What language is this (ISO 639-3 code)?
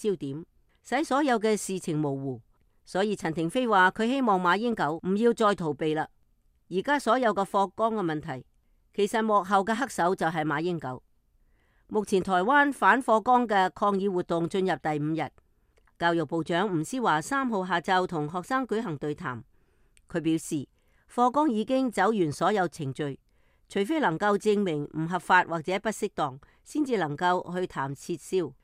yue